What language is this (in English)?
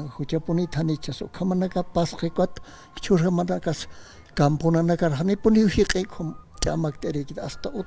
Aymara